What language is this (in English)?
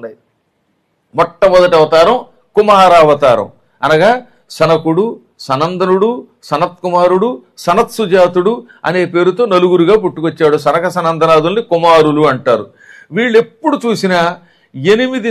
Telugu